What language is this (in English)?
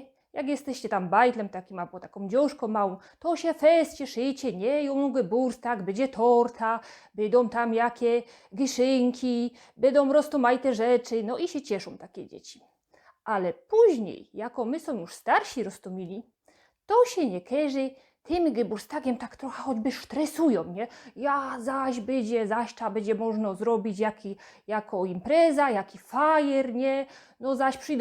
Silesian